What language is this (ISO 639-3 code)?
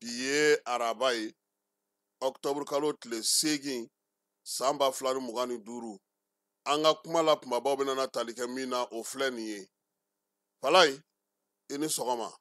bam